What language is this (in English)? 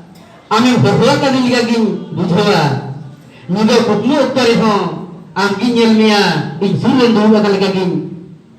Santali